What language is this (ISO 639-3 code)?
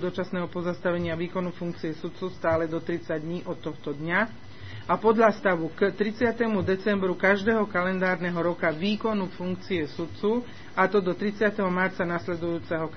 slk